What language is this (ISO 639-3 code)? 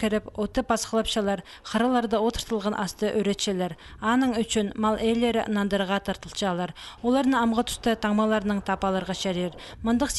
kjh